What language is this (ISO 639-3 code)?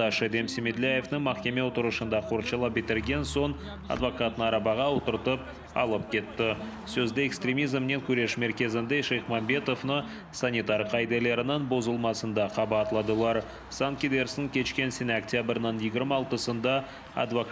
crh